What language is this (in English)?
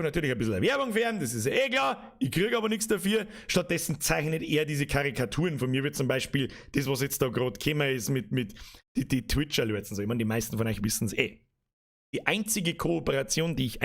Bavarian